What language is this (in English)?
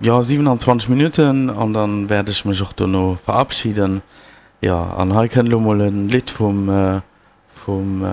Luxembourgish